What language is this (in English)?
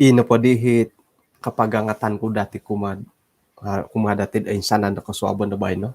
Central Dusun